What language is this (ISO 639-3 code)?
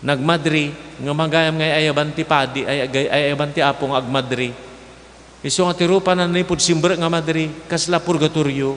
ilo